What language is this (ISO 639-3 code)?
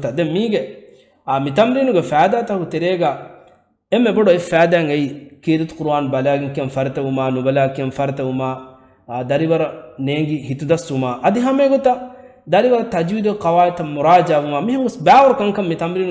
div